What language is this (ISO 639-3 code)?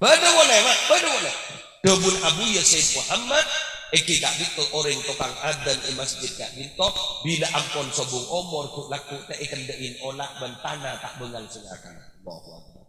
mad